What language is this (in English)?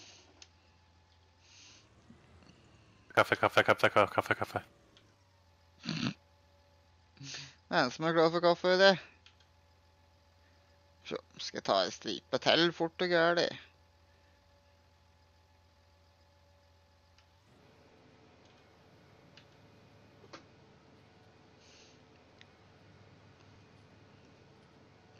Norwegian